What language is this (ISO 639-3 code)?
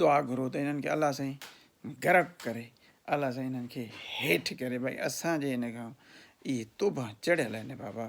snd